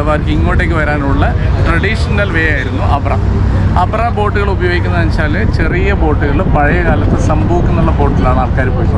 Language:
Malayalam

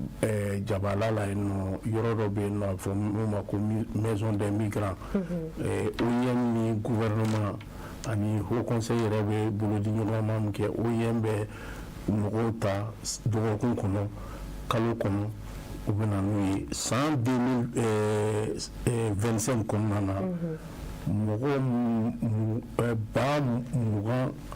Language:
Bambara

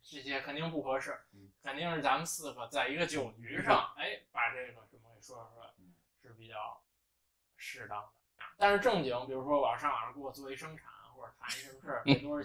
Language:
Chinese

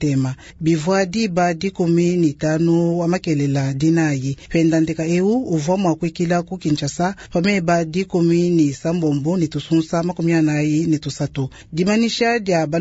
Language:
Luba-Lulua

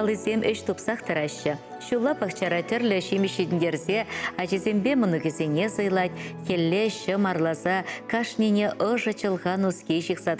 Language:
Chuvash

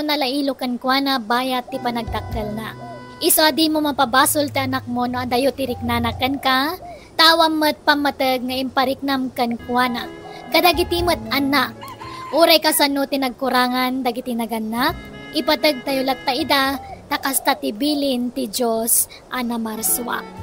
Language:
Iloko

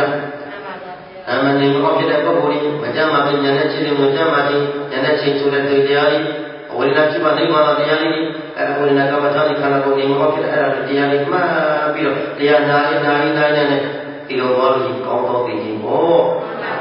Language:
Burmese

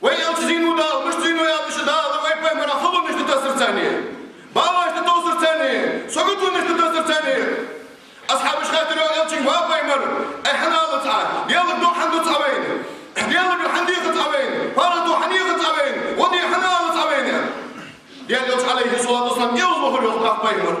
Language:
Ingush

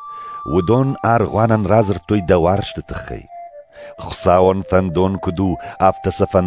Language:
Ossetic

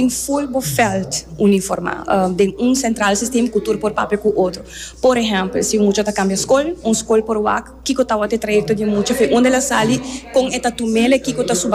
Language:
Papiamento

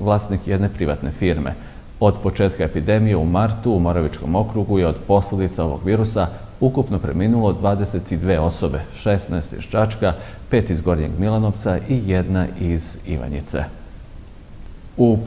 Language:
Serbian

